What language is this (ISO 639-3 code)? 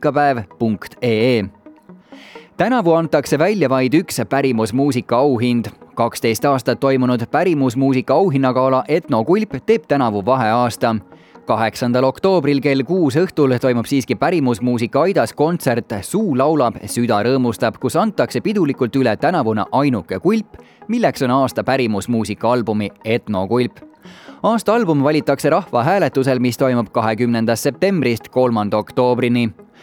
est